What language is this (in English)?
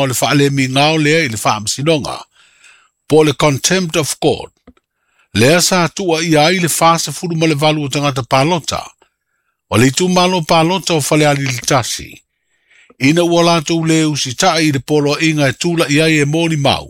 Samoan